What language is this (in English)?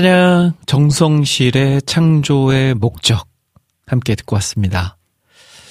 Korean